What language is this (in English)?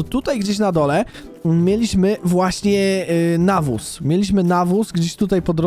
Polish